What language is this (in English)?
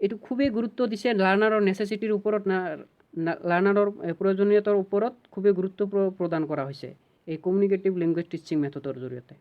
Assamese